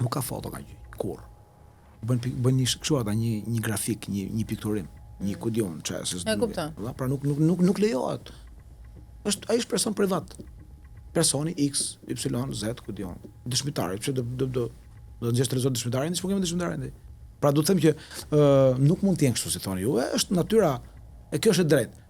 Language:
Albanian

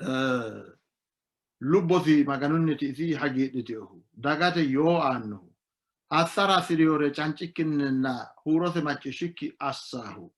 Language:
Sidamo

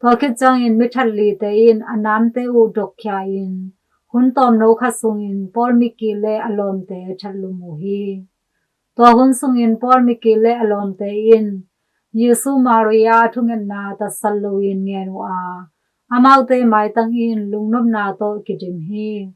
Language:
Tedim Chin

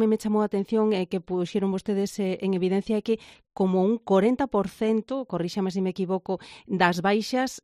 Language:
Galician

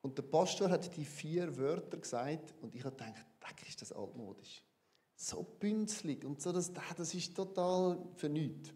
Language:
Swiss German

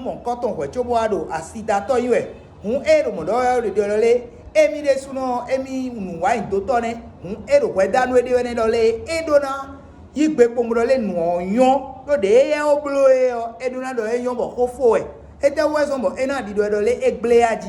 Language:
Fon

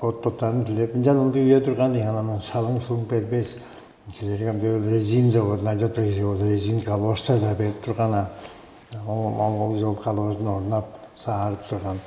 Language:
Tuvinian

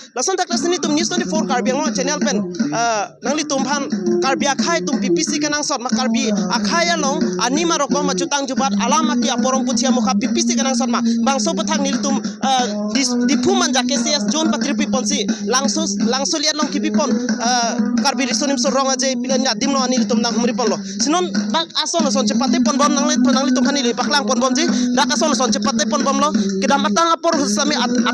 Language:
Karbi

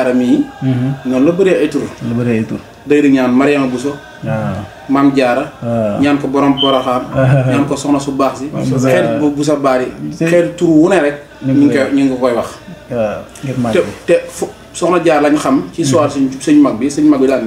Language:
Wolof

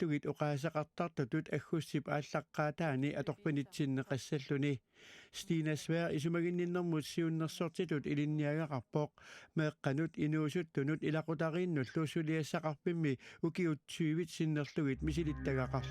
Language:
Kalaallisut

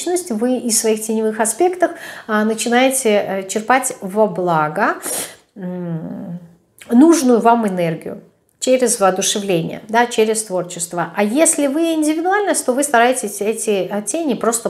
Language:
Russian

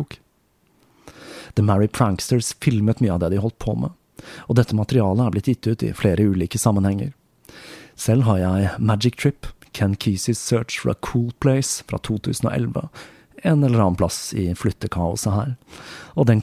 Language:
Norwegian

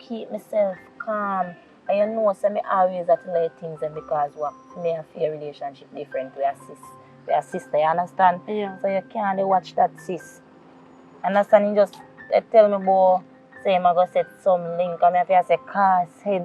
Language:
Jamaican Creole English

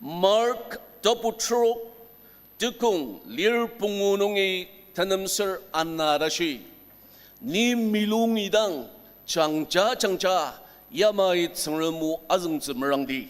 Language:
Ao Naga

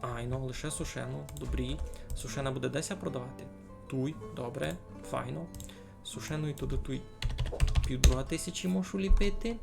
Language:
Rusyn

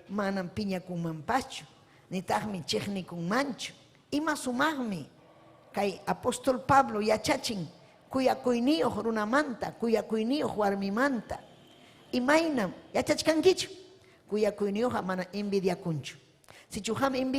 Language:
Ayacucho Quechua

